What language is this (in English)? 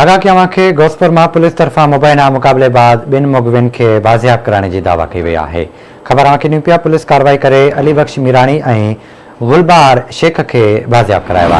Sindhi